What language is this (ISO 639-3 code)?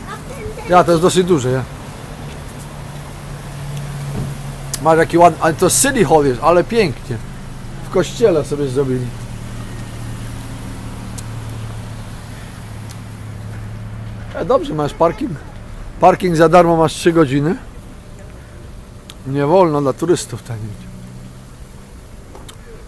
pol